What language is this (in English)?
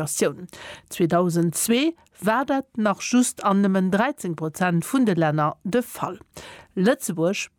Luxembourgish